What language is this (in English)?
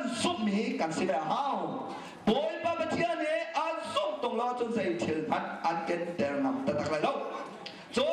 Hakha Chin